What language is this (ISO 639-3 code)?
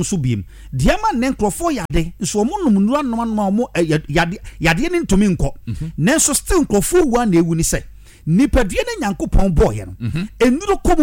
aka